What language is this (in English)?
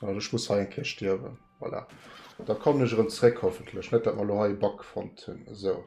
Luxembourgish